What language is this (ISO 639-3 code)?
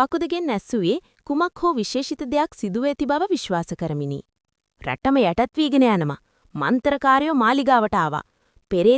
sin